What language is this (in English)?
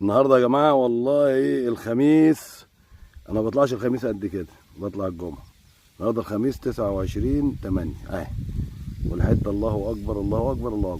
Egyptian Arabic